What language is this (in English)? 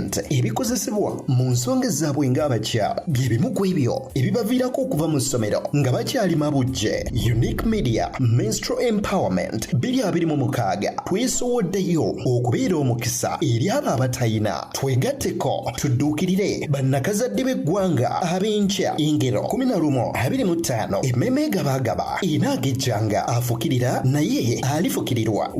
Ganda